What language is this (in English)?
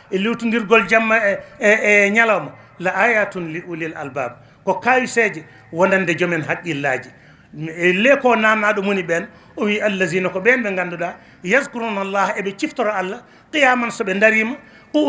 Fula